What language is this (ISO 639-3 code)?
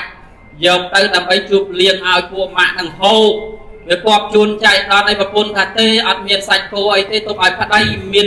khm